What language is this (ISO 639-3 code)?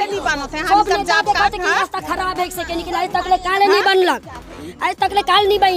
sck